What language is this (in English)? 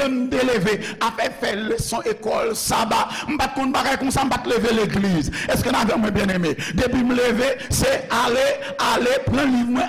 Haitian Creole